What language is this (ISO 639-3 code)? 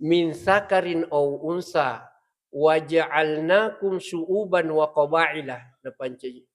bug